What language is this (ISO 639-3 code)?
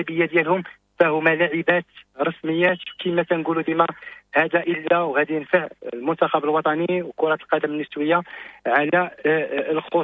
ary